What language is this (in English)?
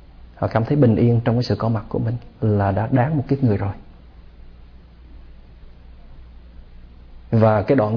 Vietnamese